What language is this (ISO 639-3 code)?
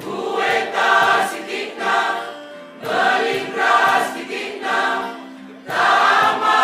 btx